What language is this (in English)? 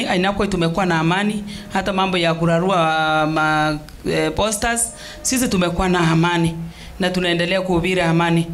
Swahili